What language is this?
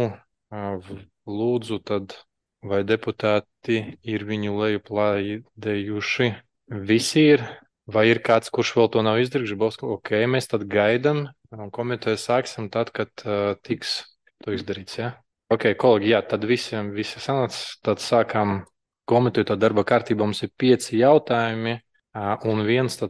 Latvian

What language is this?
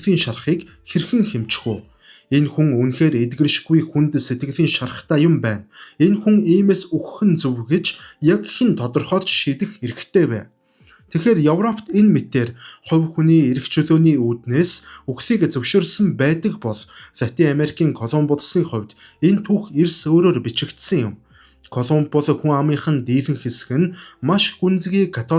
Mongolian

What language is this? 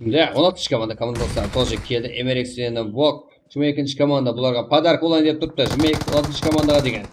Kara-Kalpak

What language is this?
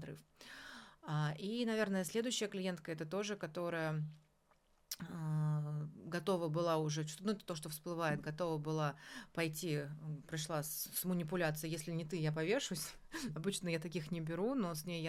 Russian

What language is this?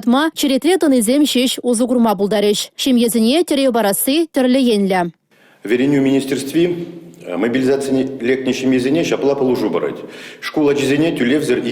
Chuvash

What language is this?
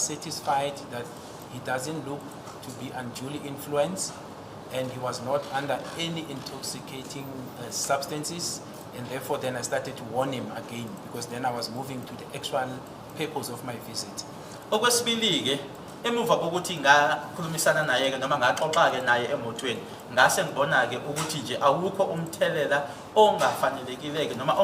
Zulu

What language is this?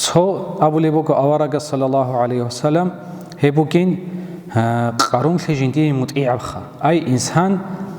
Avaric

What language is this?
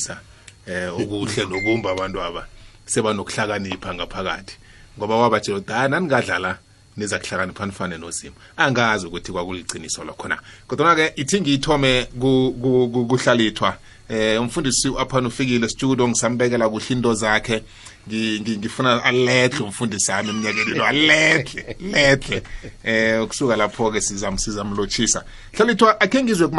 South Ndebele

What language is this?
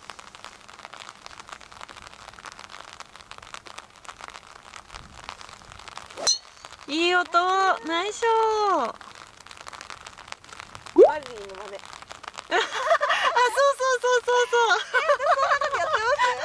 Japanese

